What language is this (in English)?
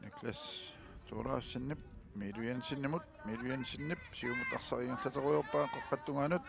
Kalaallisut